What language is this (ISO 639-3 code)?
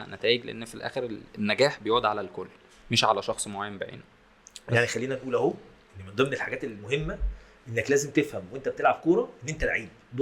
arz